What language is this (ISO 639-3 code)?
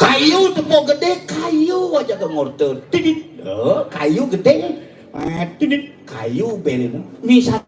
ban